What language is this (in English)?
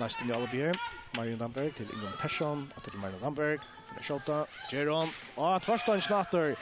Faroese